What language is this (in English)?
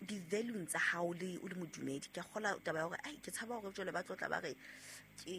Southern Sotho